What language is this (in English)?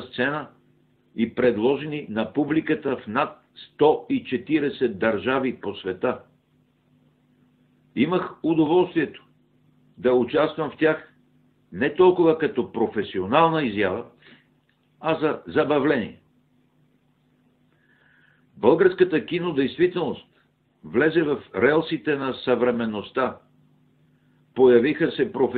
Bulgarian